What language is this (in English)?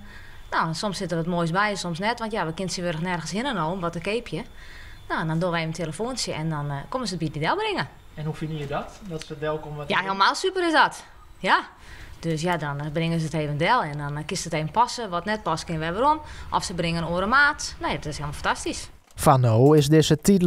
Western Frisian